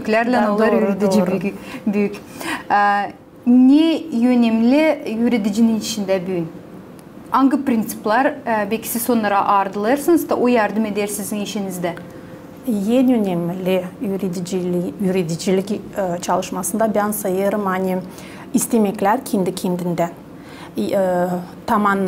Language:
Gagauz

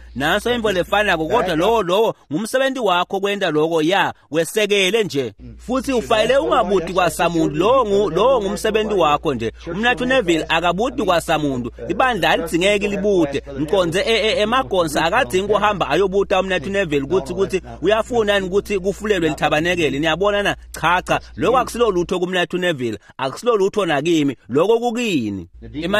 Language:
Swati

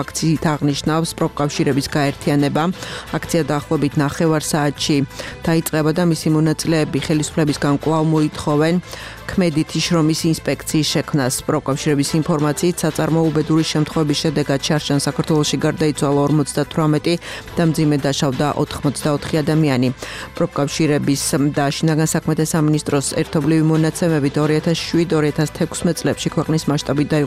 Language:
Georgian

